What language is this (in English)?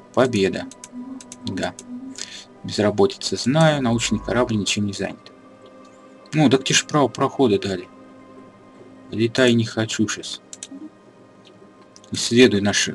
Russian